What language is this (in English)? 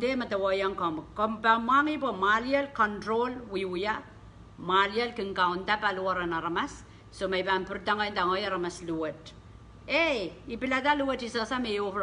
Pohnpeian